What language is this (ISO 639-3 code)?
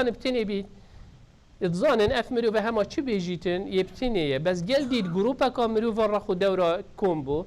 kur